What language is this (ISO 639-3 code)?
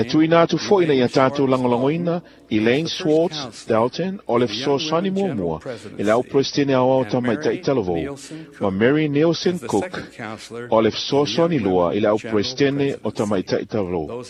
smo